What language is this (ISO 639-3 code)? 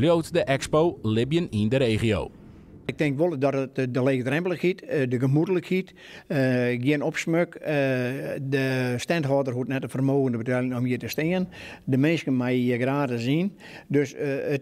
fry